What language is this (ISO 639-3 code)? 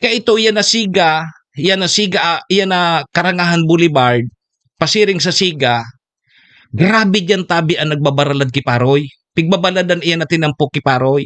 bik